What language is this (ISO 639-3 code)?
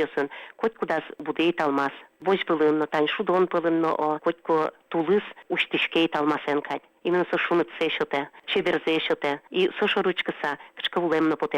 udm